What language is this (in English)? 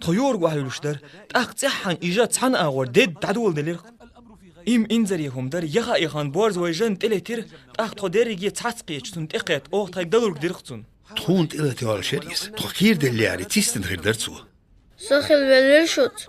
Chechen